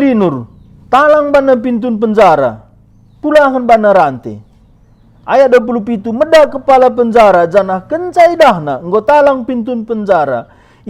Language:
Batak Karo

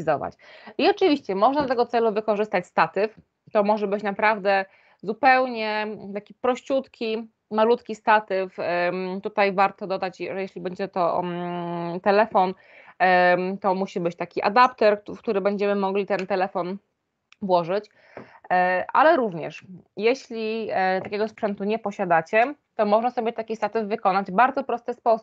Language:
Polish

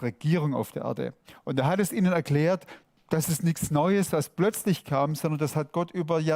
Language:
Swiss German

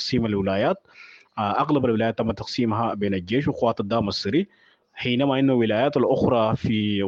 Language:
Sudanese Arabic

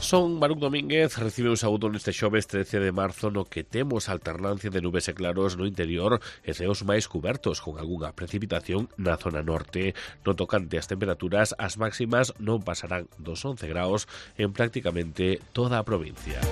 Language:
Galician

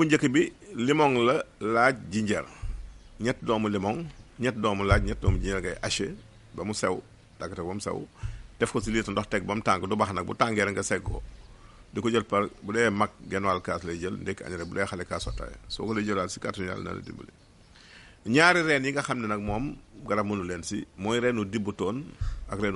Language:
Wolof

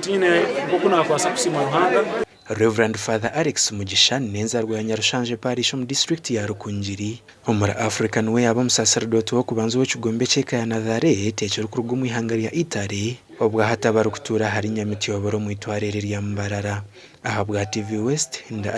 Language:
Nyankole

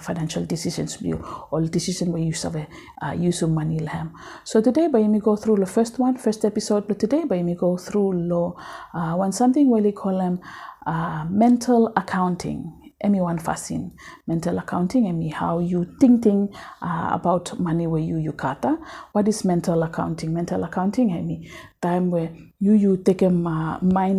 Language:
Bislama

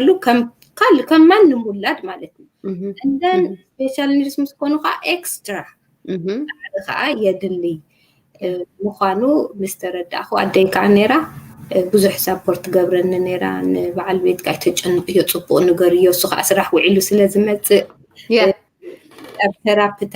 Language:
Tigrinya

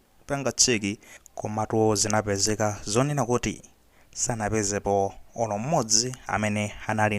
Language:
Nyanja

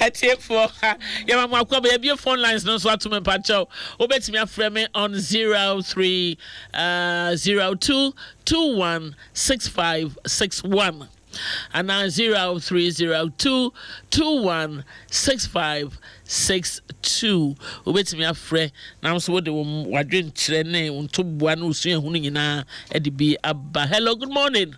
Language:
Akan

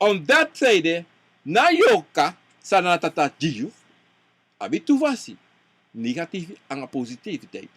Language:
Sranan Tongo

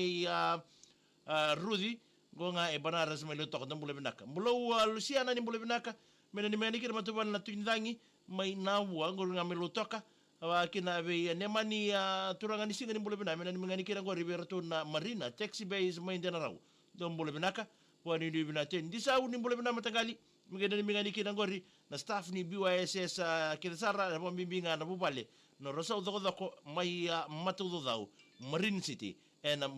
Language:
Fijian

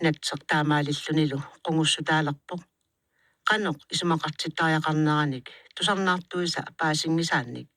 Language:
Kalaallisut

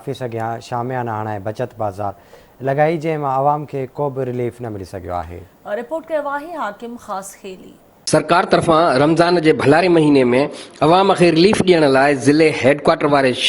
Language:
Sindhi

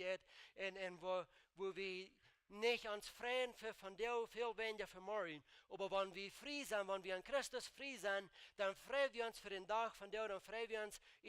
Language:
Plautdietsch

